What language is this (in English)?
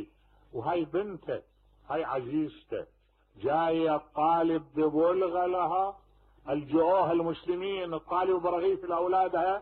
Mesopotamian Arabic